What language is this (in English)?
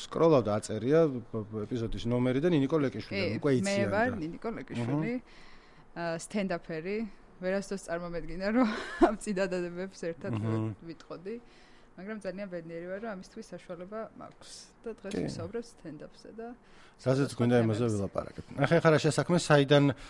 Georgian